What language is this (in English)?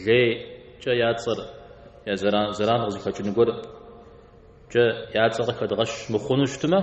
Kabardian